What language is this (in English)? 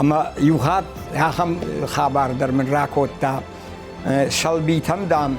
Ossetic